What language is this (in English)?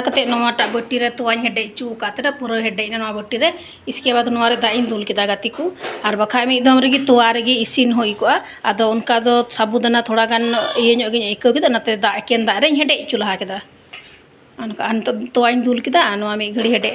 Santali